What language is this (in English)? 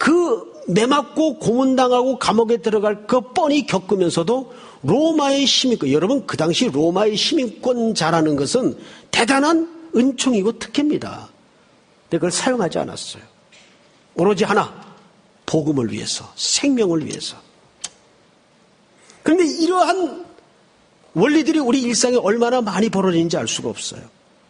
Korean